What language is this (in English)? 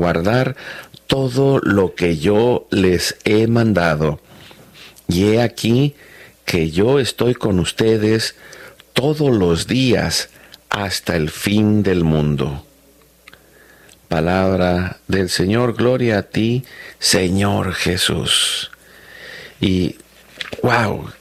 Spanish